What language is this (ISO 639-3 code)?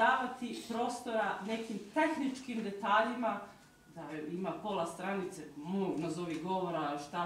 srp